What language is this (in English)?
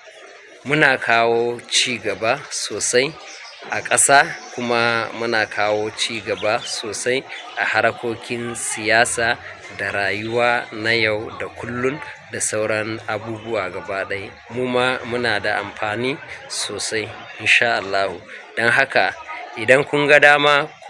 Hausa